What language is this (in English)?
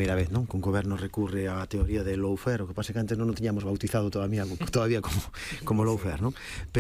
Galician